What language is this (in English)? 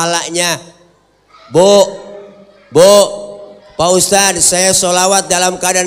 Betawi